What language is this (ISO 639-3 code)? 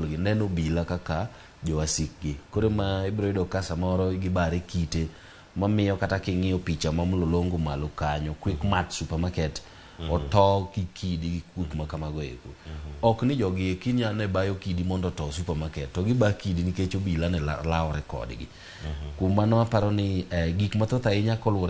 luo